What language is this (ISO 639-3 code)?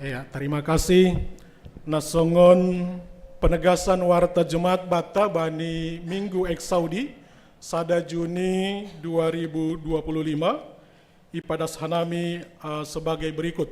bts